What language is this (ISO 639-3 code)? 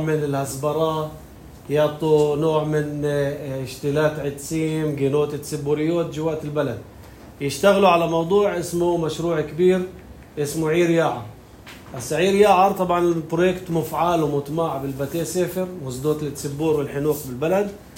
apc